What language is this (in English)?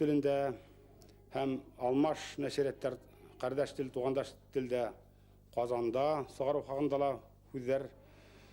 Bashkir